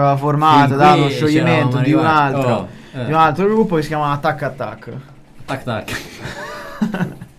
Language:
Italian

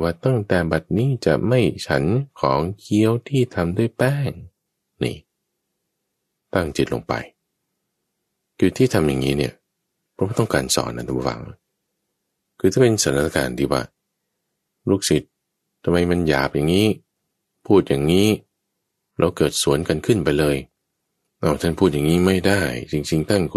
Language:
Thai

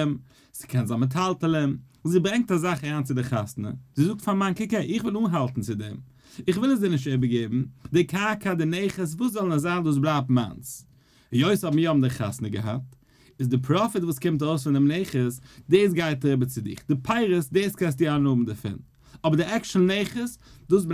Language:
Yiddish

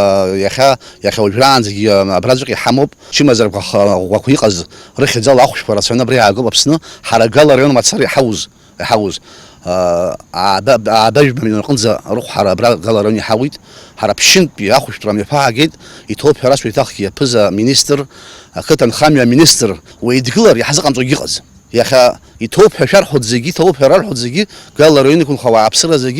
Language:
Abkhazian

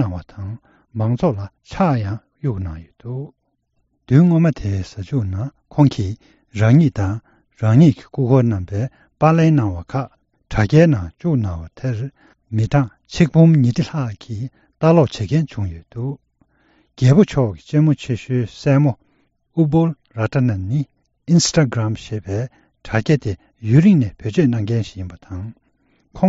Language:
Tibetan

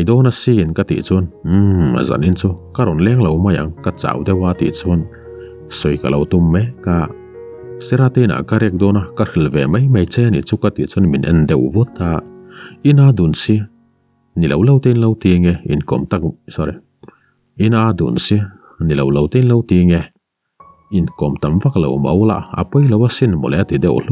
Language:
Mizo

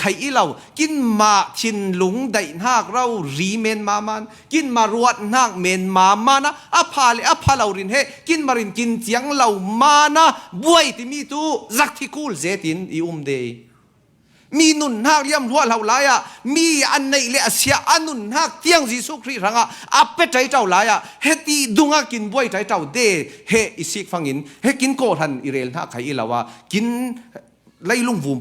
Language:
Falam Chin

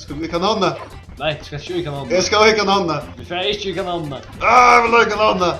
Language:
Faroese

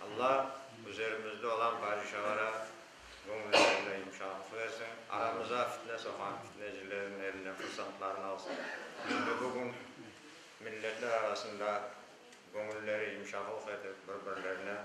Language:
Crimean Tatar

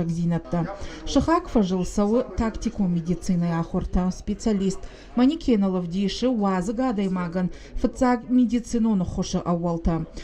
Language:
Ossetic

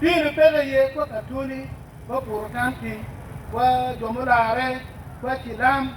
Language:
Acoli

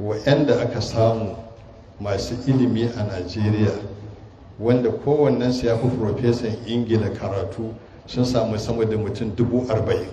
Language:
Hausa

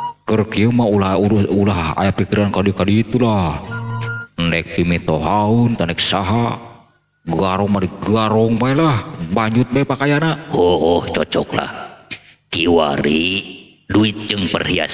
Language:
Sundanese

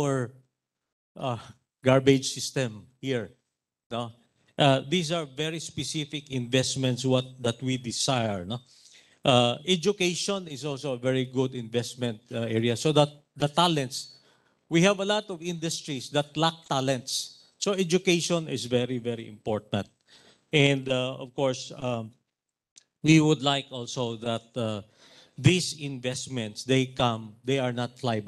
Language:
Filipino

